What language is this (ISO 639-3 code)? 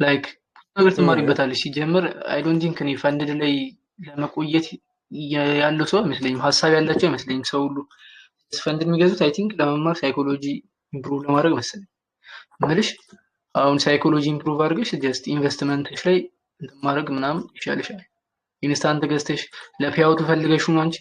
amh